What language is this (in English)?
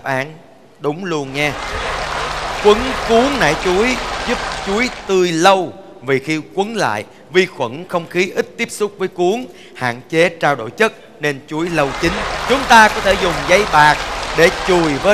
Vietnamese